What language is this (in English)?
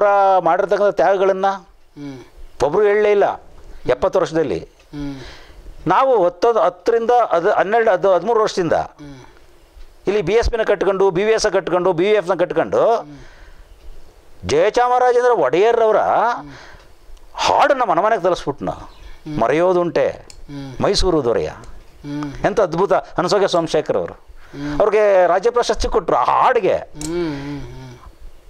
Kannada